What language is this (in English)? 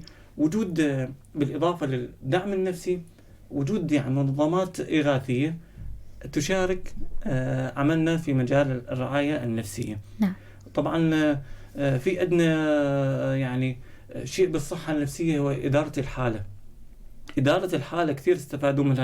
North Levantine Arabic